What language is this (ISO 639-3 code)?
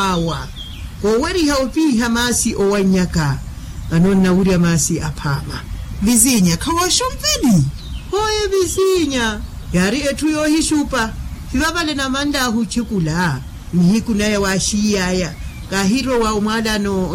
vmw